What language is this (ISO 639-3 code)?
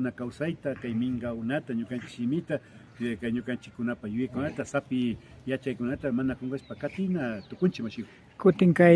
qvi